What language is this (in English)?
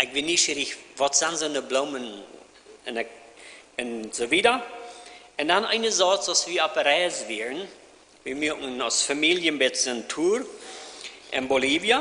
Plautdietsch